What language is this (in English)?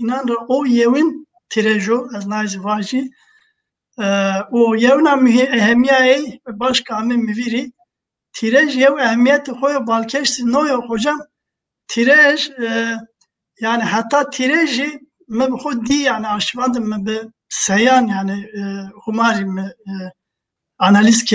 Zaza